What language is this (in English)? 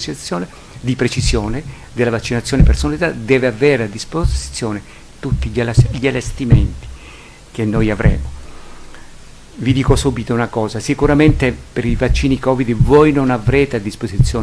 Italian